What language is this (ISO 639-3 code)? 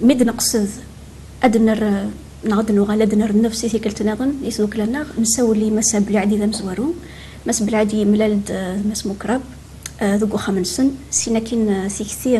kab